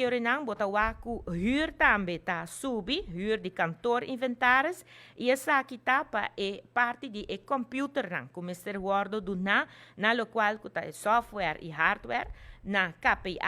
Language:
Papiamento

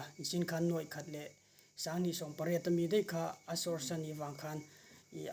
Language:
Mizo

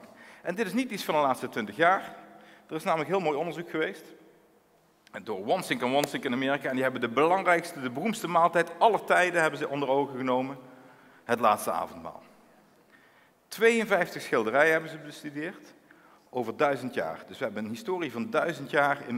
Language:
Dutch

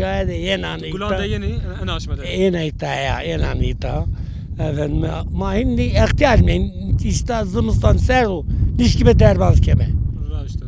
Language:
Zaza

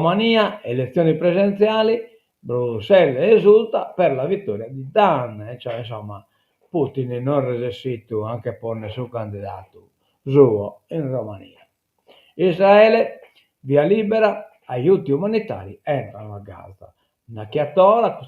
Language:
Sardinian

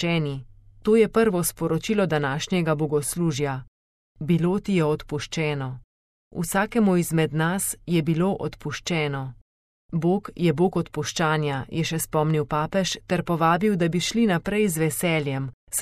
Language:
Slovenian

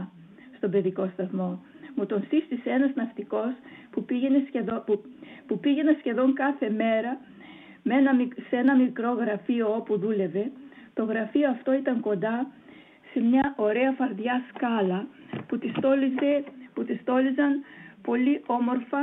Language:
Greek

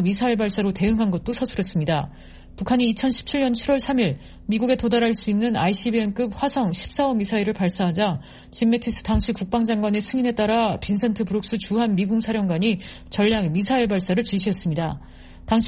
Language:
Korean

